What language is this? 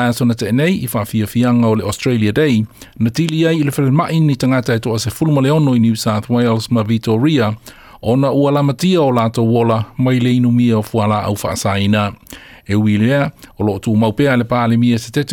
Samoan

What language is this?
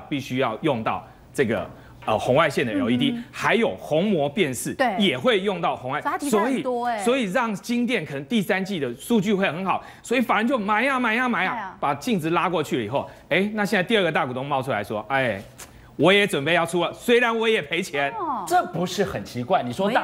Chinese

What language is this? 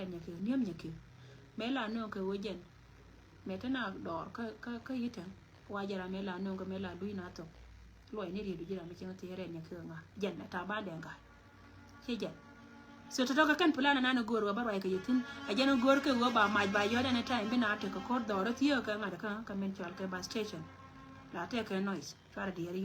Nuer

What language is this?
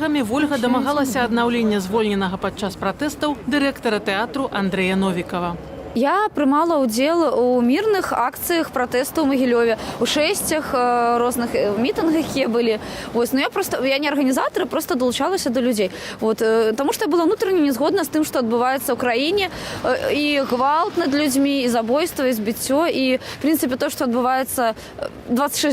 Belarusian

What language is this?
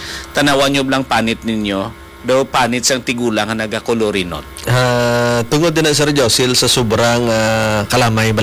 Hiligaynon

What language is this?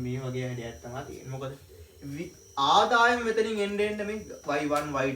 Sinhala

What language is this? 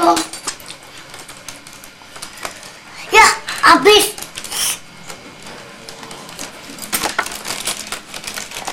Indonesian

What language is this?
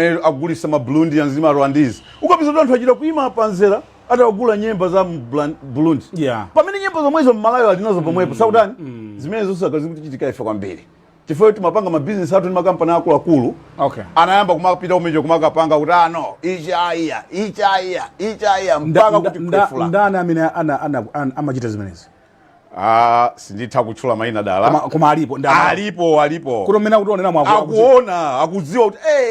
Nyanja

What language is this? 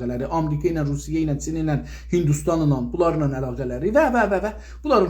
South Azerbaijani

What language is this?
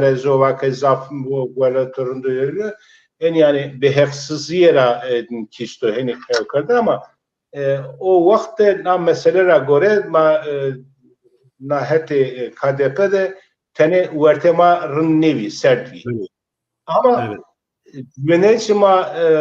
Zaza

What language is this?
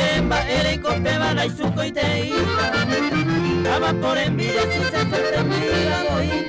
Guarani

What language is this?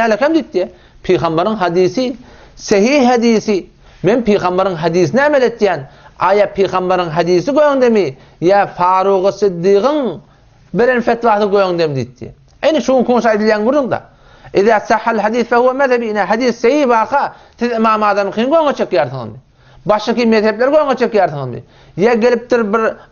Turkmen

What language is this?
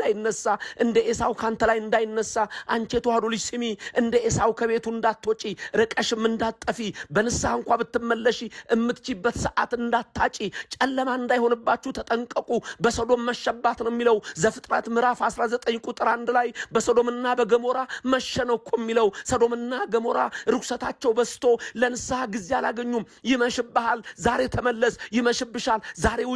Amharic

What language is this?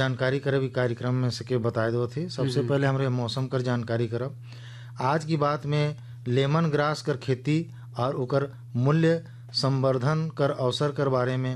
Sadri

